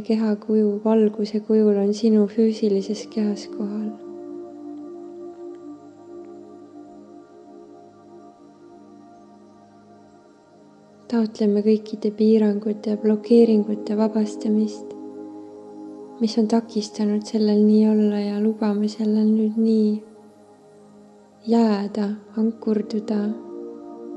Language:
Estonian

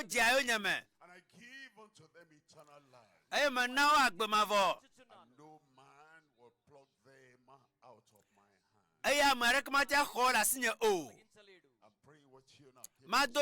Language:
Ewe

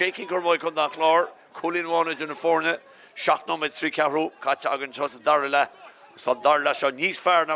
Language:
Irish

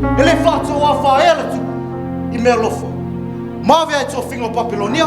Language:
Samoan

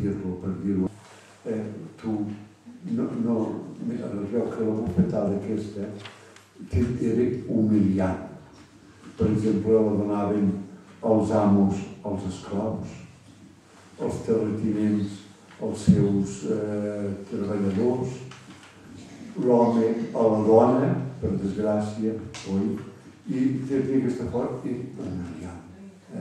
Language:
Catalan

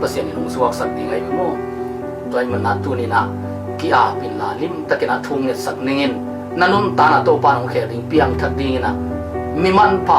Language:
Tedim Chin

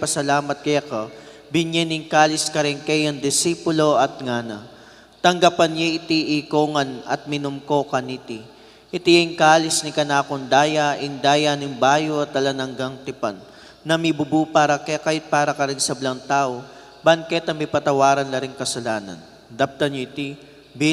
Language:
Pampanga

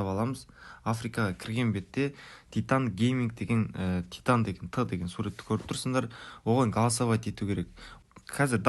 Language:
Kara-Kalpak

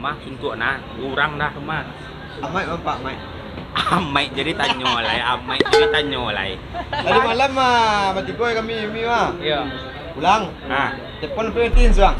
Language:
Minangkabau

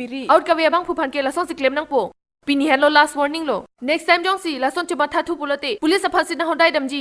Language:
Karbi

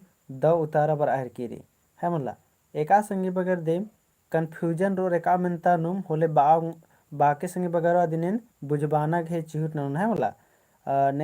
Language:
Kurukh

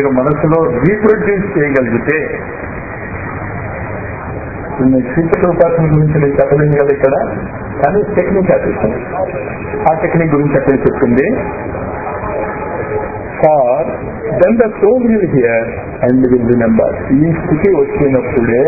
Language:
Telugu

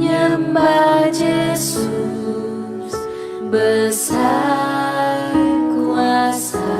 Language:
Iban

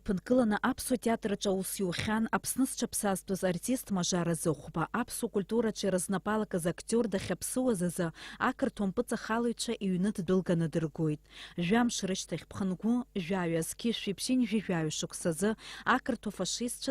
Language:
Abkhazian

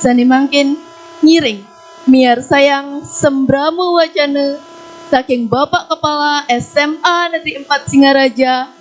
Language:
Balinese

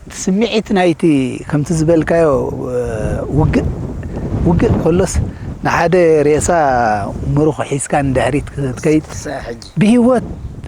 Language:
Tigrinya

